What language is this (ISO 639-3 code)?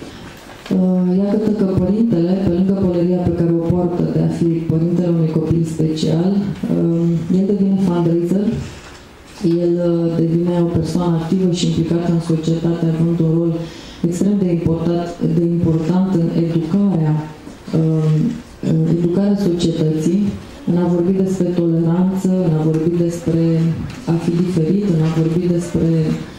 ron